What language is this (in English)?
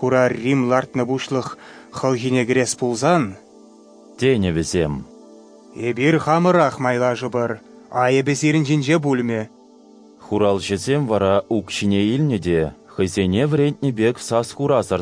Chuvash